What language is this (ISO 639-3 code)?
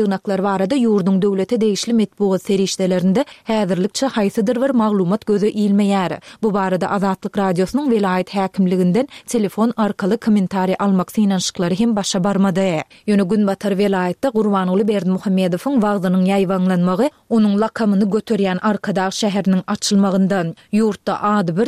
tuk